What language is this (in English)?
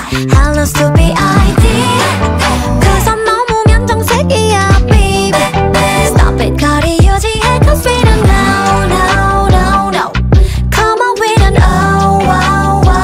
Korean